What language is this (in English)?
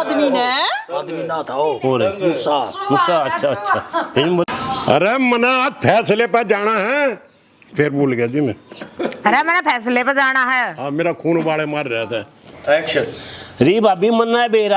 Haryanvi